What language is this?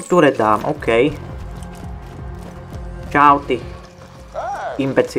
Slovak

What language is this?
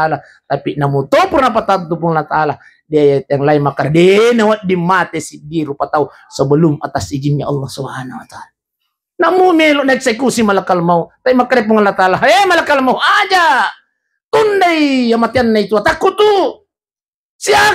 Buginese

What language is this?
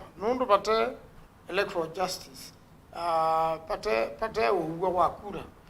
Kamba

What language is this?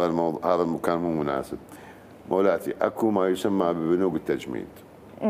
Mesopotamian Arabic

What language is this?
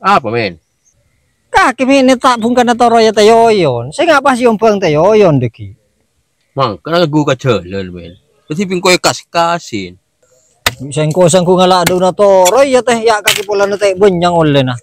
Madurese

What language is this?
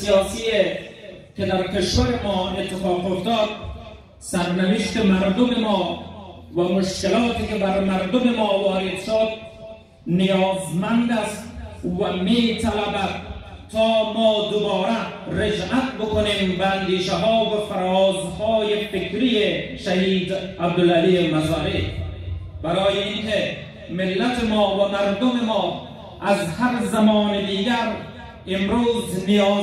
Persian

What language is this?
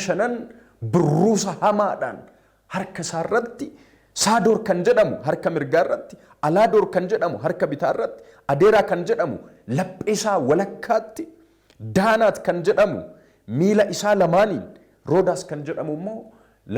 Oromo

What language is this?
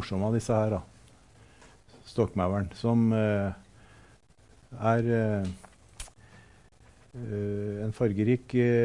Norwegian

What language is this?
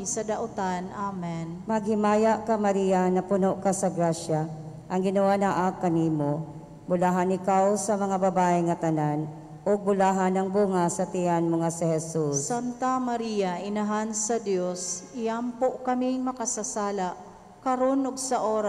Cebuano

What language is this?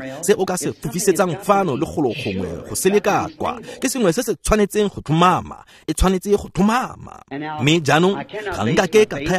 Tswana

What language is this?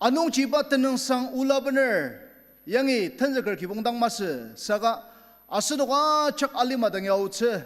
Ao Naga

